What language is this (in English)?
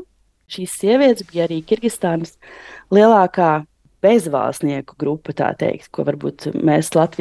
Latvian